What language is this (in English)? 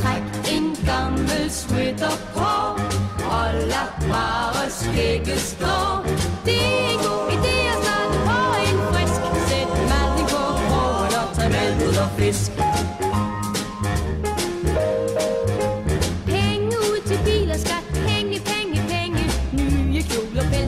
Danish